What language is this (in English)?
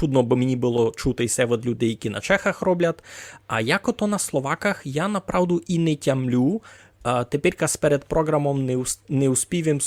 Rusyn